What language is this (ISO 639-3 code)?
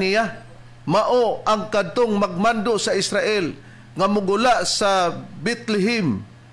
ceb